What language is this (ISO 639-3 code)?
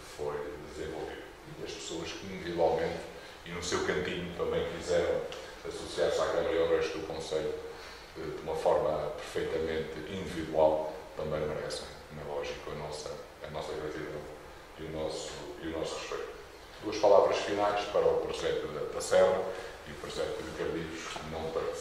por